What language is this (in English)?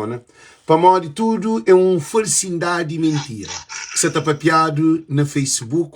Kabuverdianu